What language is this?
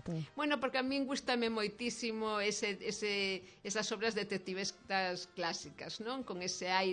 Galician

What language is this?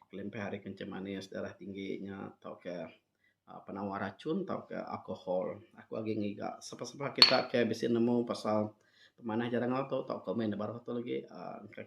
Iban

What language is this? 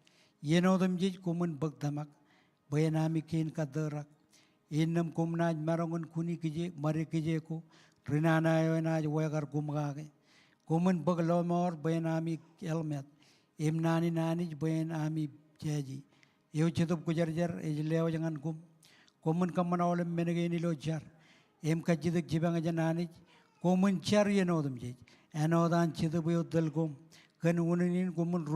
Marshallese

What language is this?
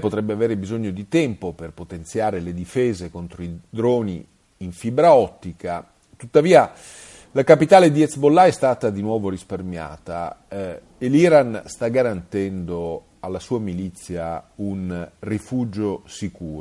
Italian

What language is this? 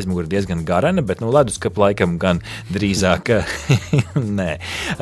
Latvian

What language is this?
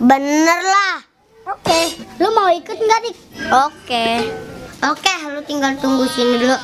Betawi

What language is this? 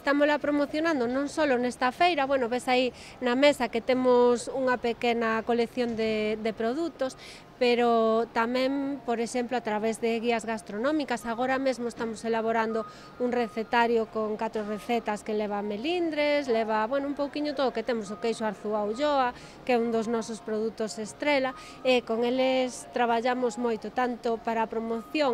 Galician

